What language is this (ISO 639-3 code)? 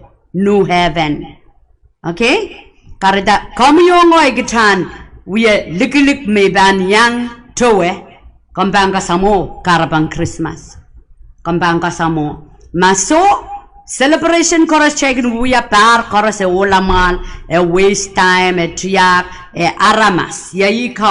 pon